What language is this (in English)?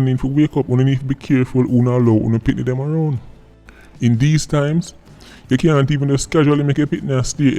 Jamaican Creole English